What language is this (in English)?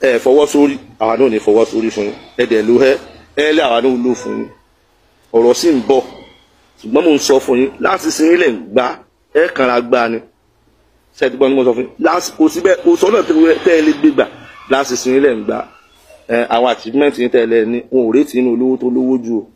Yoruba